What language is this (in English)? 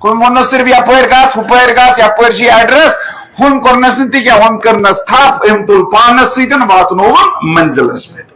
Kashmiri